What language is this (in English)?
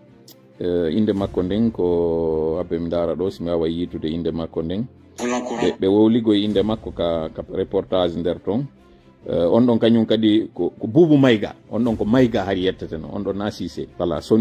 Fula